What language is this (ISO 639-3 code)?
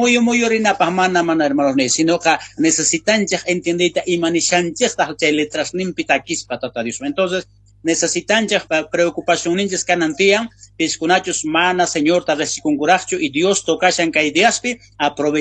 quh